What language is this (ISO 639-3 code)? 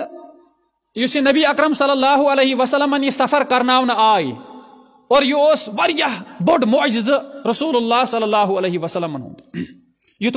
kas